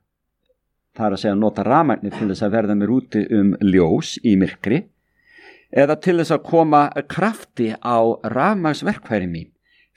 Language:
Icelandic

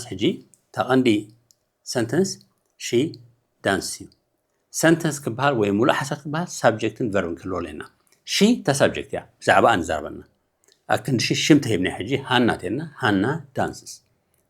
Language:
Tigrinya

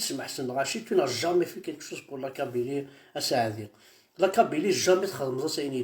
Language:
Kabyle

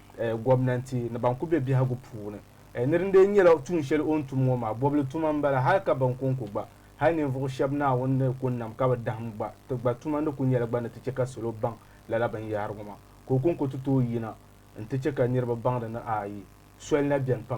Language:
Dagbani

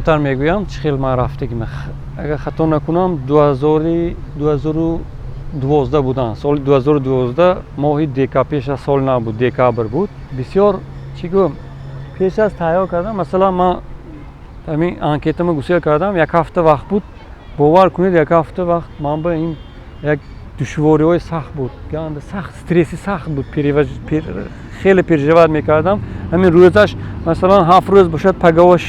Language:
Tajik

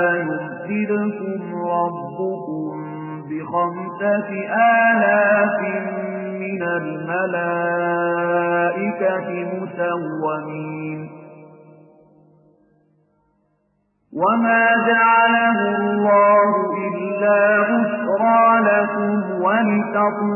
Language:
Arabic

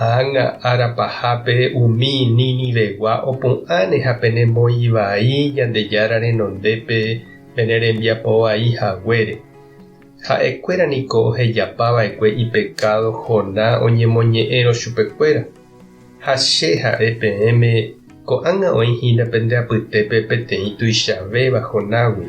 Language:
Guarani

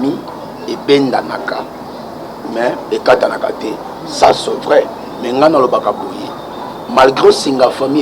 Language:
Lingala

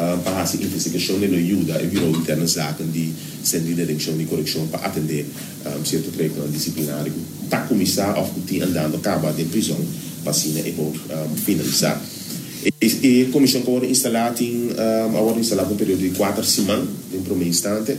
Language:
Papiamento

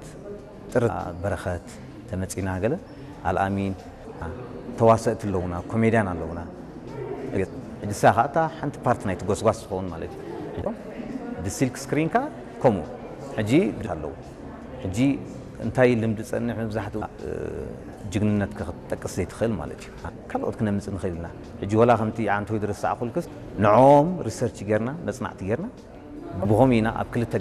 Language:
Tigrinya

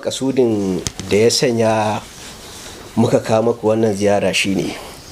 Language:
Hausa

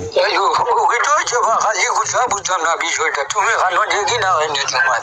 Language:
Sylheti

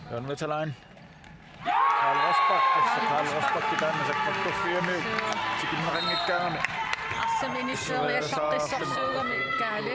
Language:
Kalaallisut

